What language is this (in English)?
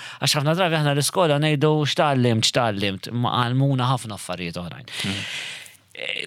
Maltese